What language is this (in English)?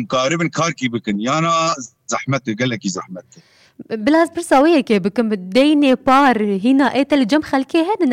Kurdish